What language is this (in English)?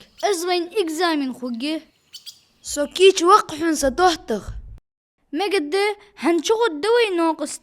Ingush